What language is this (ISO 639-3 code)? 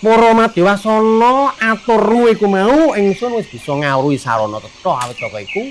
jav